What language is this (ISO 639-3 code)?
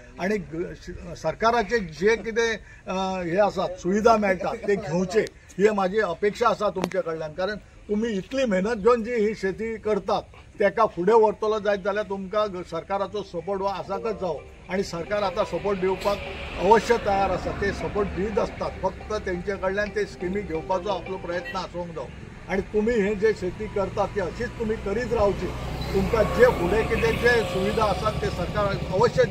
kok